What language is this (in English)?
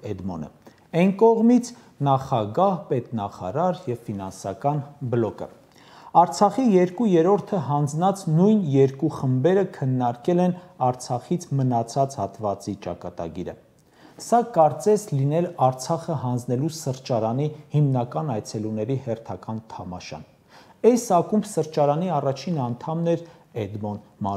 Armenian